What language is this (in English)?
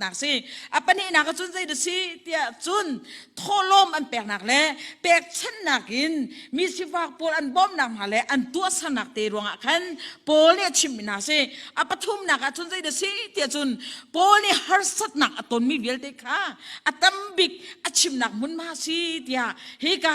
Hakha Chin